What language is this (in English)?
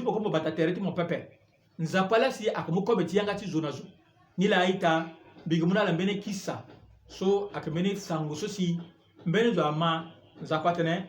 Sango